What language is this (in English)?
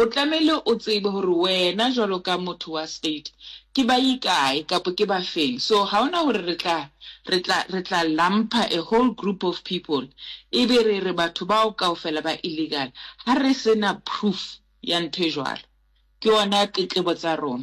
Southern Sotho